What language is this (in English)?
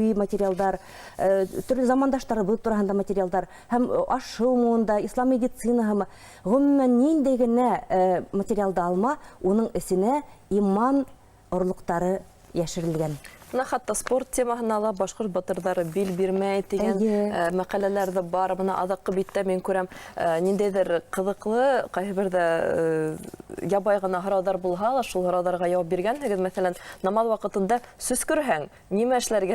Bashkir